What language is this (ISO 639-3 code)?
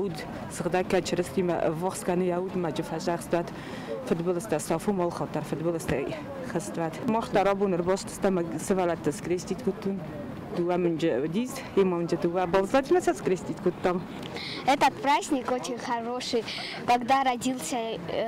oss